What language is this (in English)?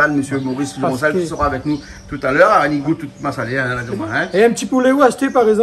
Réunion Creole French